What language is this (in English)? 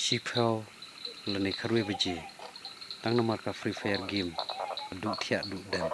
Khasi